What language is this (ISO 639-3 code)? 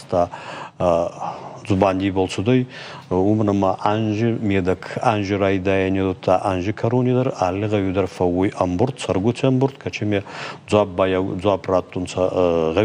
oss